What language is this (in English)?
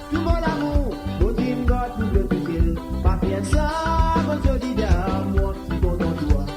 Morisyen